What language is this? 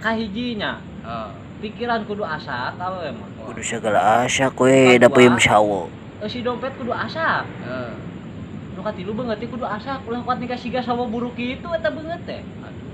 Sundanese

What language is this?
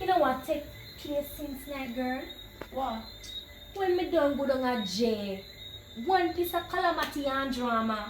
Jamaican Creole English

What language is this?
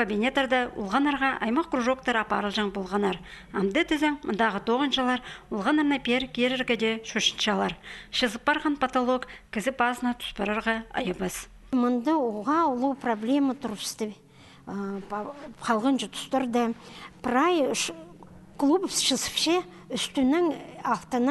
Khakas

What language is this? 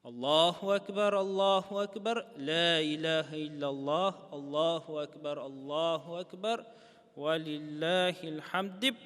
Tatar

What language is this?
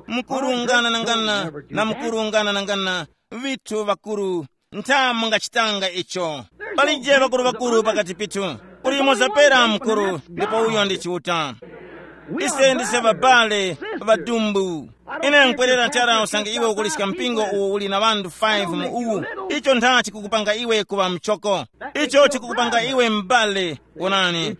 Tumbuka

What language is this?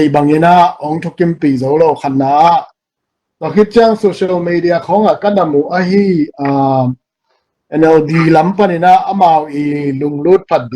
Tedim Chin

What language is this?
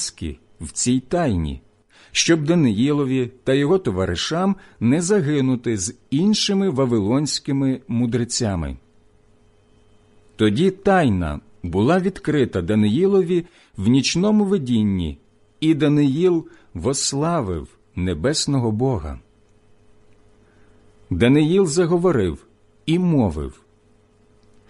Ukrainian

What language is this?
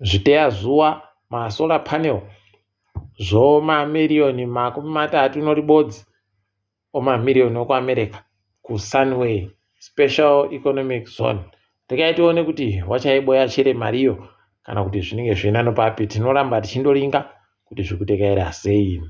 Ndau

